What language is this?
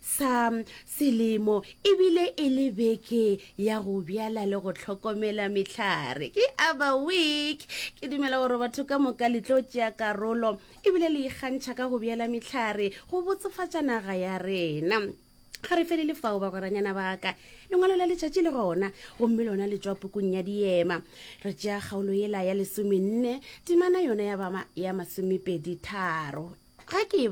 Northern Sotho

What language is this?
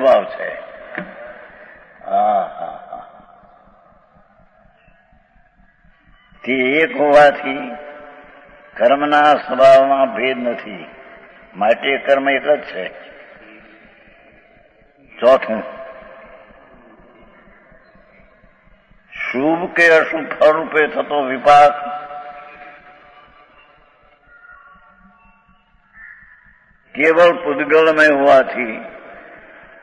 Gujarati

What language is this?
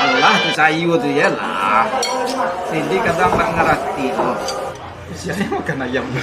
Minangkabau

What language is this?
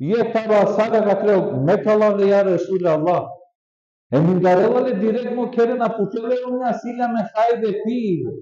Balkan Romani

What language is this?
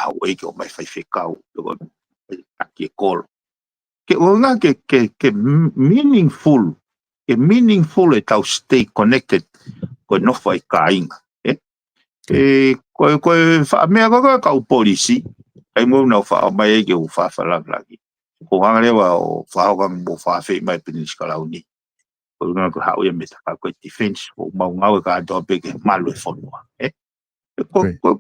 Tongan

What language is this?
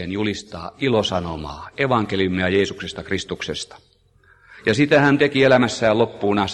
Finnish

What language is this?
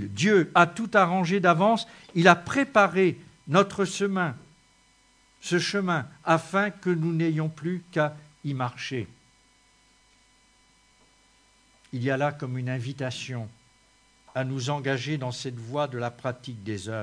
French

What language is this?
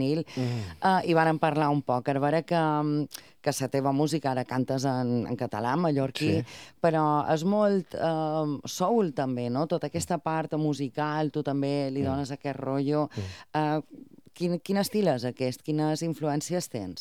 Catalan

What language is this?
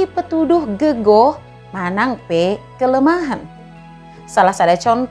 Batak Dairi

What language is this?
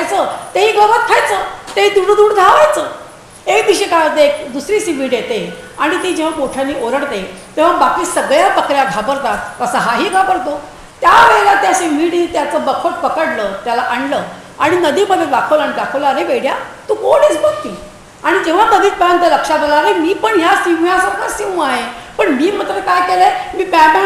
Marathi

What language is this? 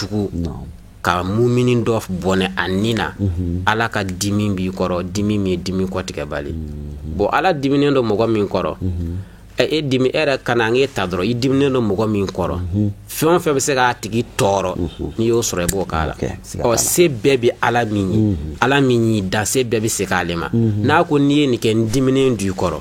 Bambara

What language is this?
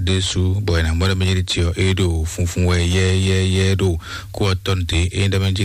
Fon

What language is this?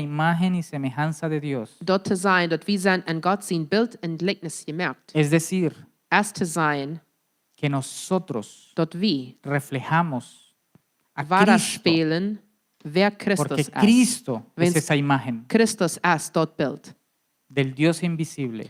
Plautdietsch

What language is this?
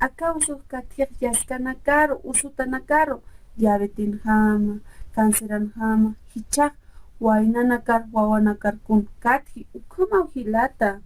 Aymara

